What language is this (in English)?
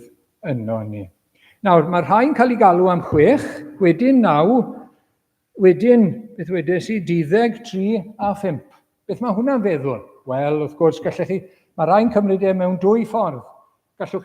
Welsh